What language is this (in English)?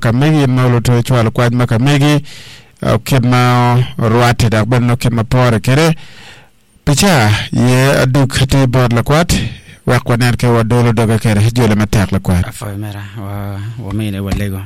Acoli